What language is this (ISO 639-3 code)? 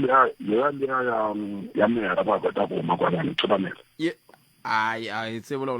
tso